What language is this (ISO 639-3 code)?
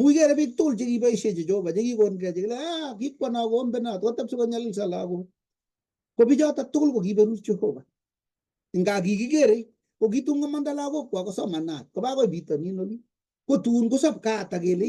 kln